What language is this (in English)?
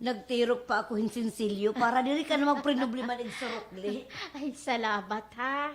Waray